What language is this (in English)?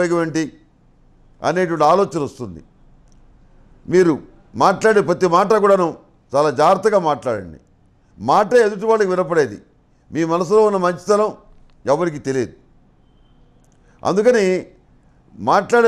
Telugu